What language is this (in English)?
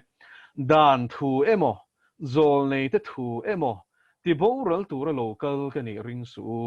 Mizo